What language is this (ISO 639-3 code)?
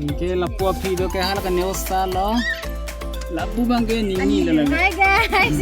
mjw